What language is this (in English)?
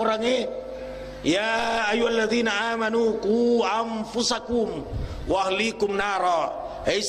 Buginese